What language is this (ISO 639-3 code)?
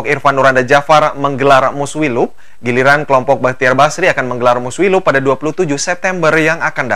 ind